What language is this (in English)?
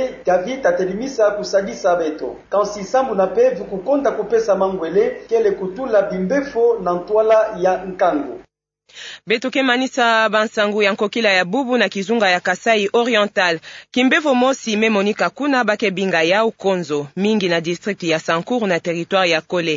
Kituba (Democratic Republic of Congo)